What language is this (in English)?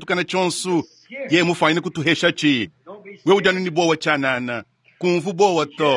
Luba-Lulua